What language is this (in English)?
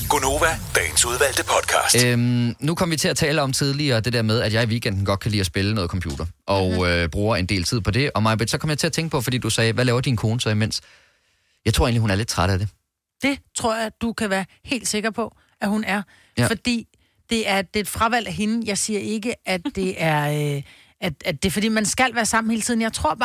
Danish